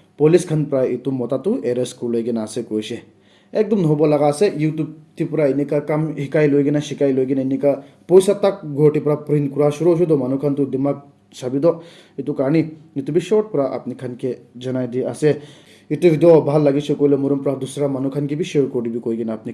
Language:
Naga Pidgin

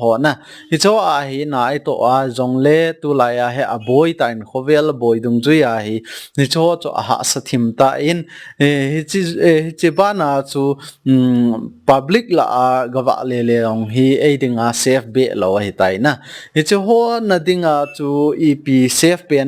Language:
Thado Chin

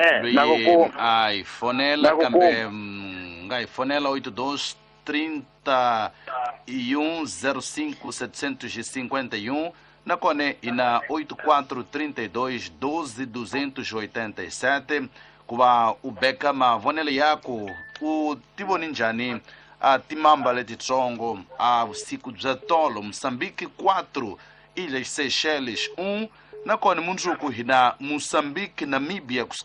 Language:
Tsonga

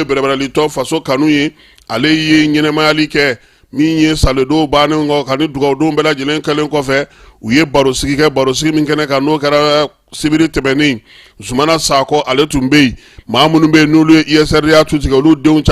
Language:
Bambara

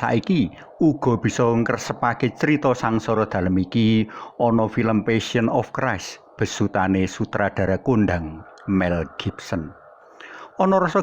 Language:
Javanese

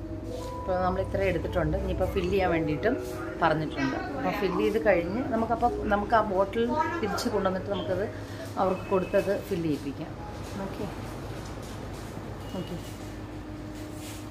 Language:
Malayalam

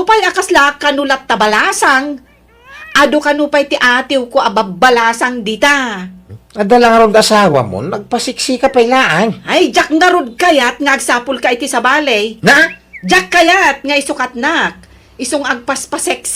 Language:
Iloko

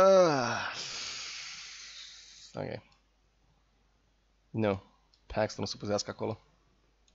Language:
Romanian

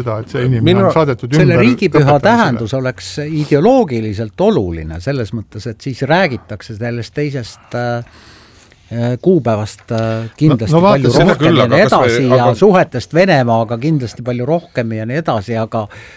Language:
Estonian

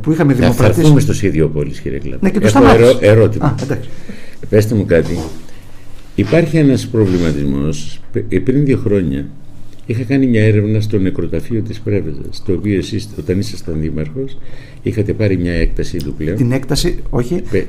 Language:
Greek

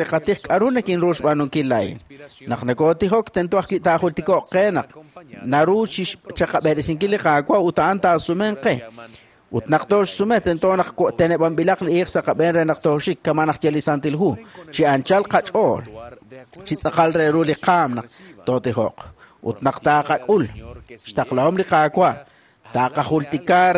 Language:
Kekchí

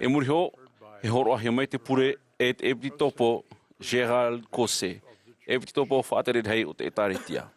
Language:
Tahitian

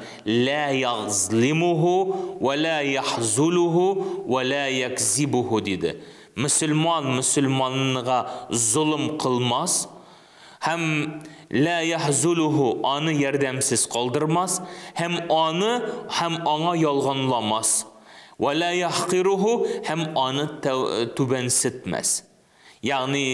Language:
Tatar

